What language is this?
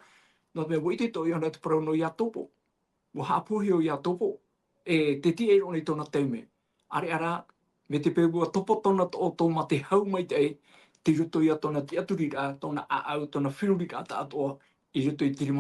Tahitian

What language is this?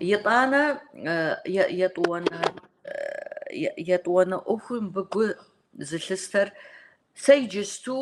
Kabardian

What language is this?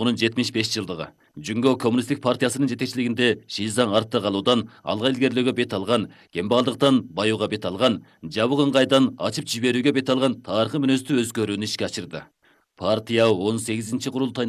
Kyrgyz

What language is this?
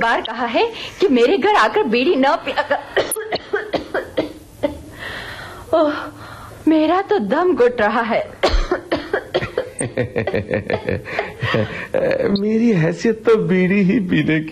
Hindi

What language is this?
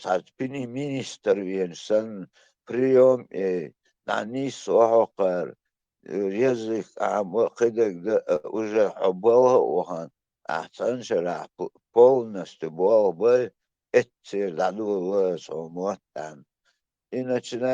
Chechen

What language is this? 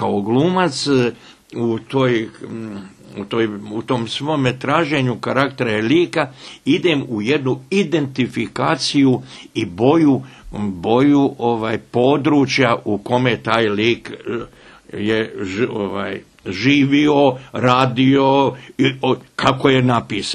Bosnian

